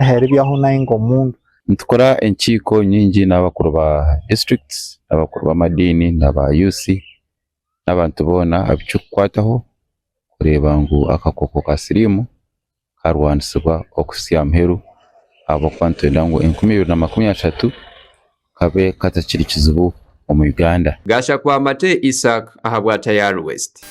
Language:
Nyankole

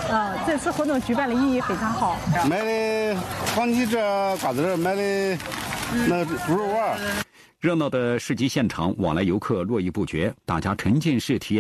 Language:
Chinese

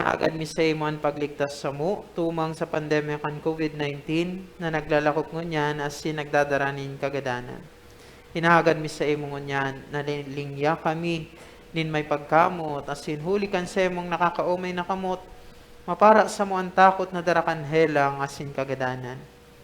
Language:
Bikol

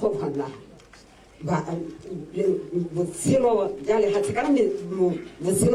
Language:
Tswana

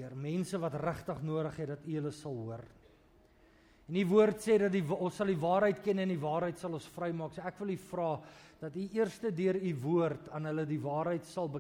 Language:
Afrikaans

